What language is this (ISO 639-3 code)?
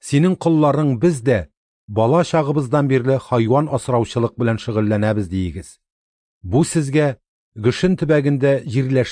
tat